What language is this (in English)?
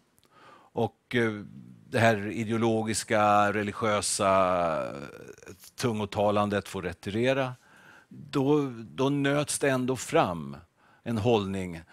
Swedish